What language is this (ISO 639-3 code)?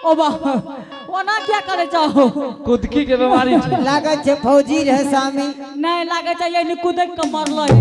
anp